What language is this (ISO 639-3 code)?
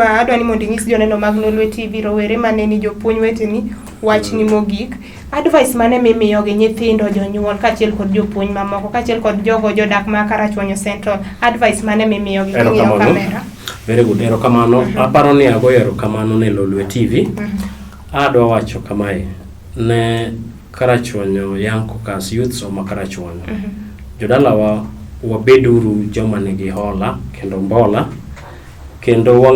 luo